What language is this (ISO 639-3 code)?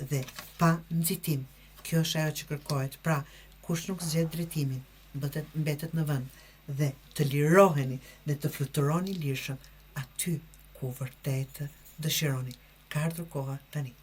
sqi